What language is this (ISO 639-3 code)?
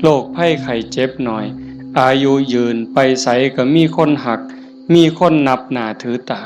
tts